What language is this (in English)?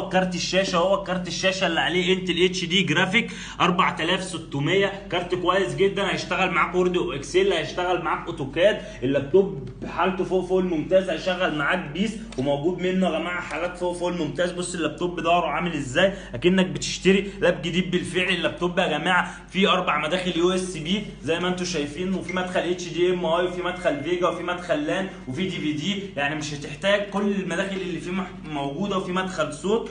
Egyptian Arabic